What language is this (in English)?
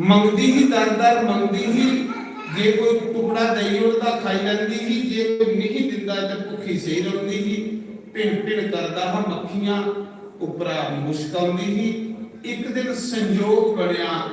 Dogri